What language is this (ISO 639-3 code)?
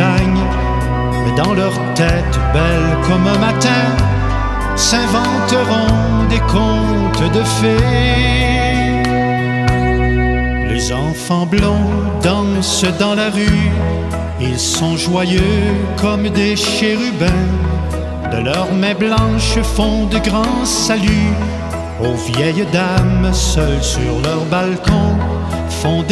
fra